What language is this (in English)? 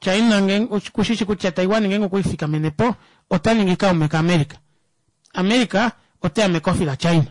Kuanyama